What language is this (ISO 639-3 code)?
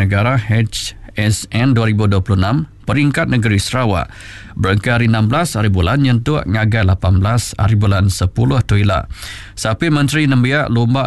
iba